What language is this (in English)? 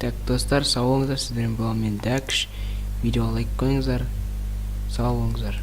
Kazakh